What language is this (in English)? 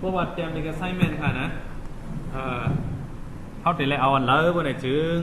Shan